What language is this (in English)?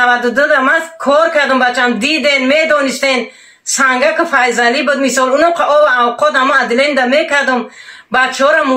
Tajik